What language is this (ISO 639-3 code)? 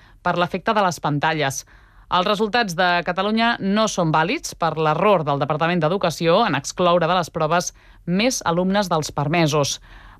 cat